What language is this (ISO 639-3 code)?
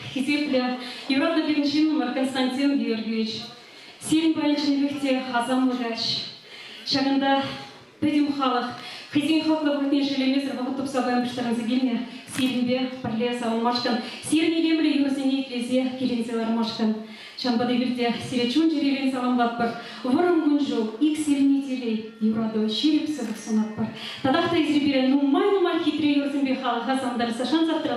chv